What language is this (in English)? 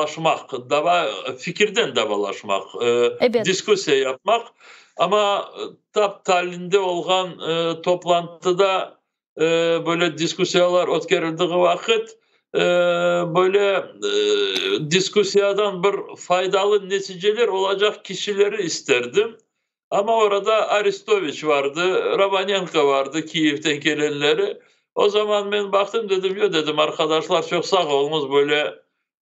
Crimean Tatar